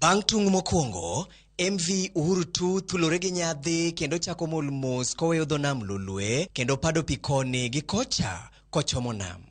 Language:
Luo (Kenya and Tanzania)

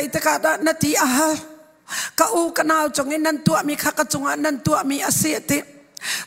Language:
Hakha Chin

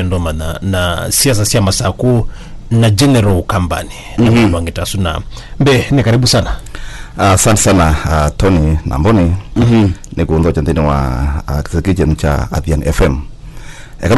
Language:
Kamba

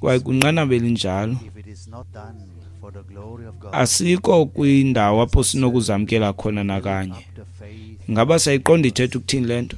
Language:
Xhosa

